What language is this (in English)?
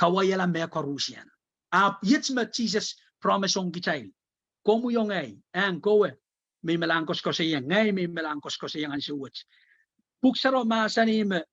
Pohnpeian